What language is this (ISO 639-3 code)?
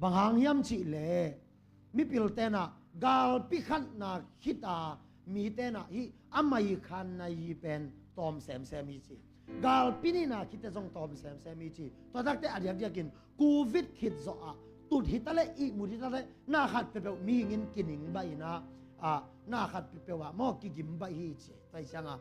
ctd